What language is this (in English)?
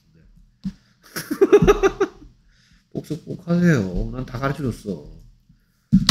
Korean